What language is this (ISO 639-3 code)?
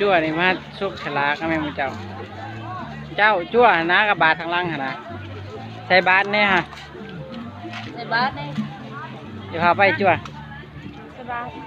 lao